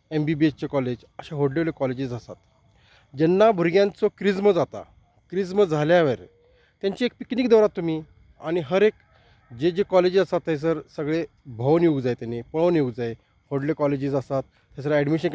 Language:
Konkani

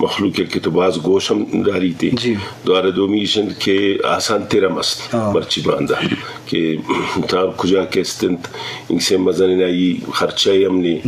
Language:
Eastern Balochi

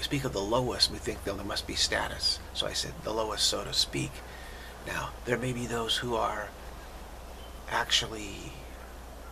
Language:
English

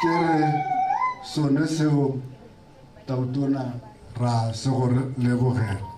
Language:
Tswana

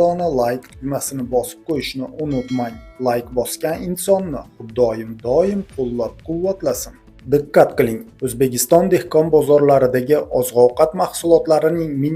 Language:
Uzbek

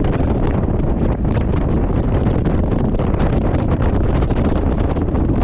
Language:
Croatian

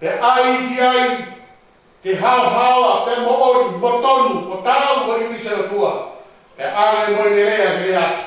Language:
Tongan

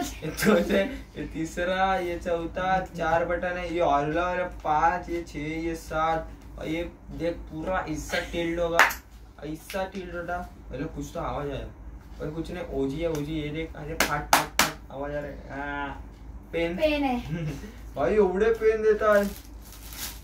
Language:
Marathi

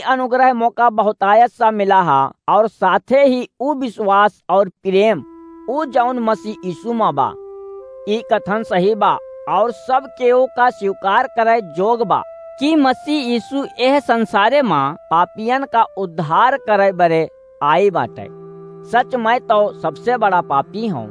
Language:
Awadhi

